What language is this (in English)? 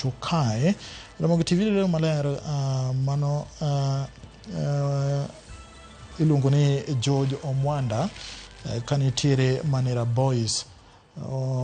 Luo (Kenya and Tanzania)